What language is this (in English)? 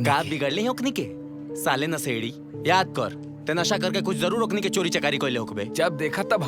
Bhojpuri